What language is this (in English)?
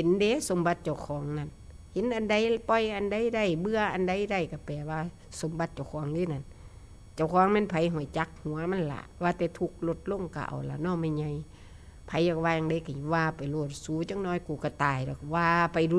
Northeastern Thai